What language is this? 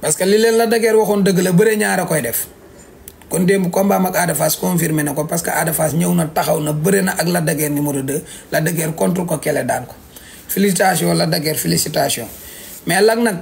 Wolof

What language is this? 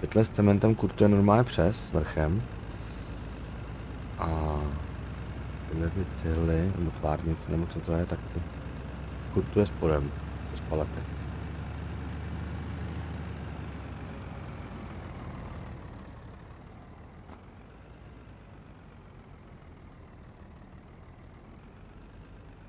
Czech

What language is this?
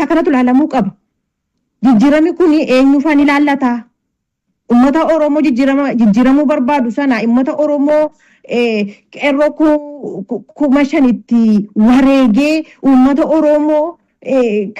Oromo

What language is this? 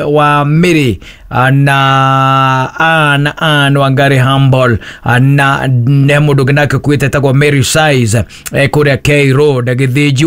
Kikuyu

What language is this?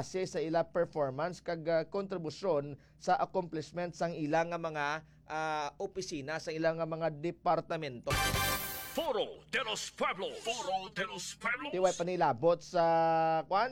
Hiligaynon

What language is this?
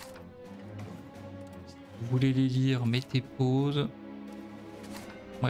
French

